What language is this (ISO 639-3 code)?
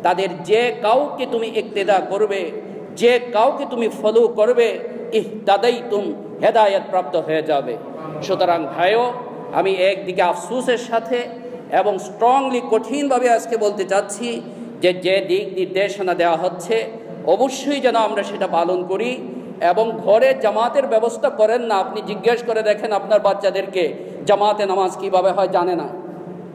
ben